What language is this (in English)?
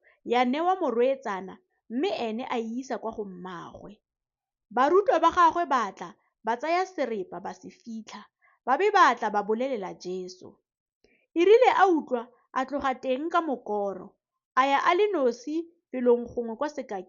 Tswana